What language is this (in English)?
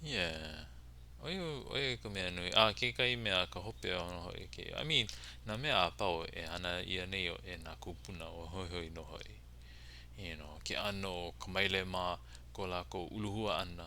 Hawaiian